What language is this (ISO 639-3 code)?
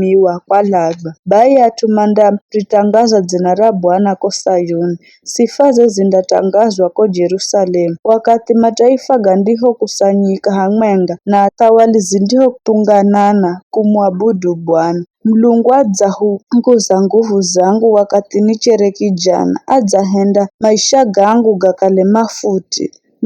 nyf